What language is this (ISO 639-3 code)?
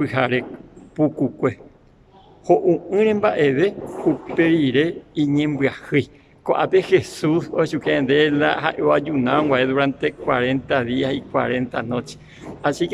grn